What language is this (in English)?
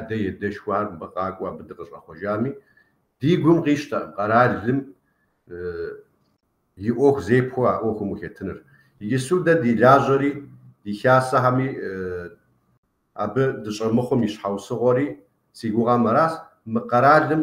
Kabardian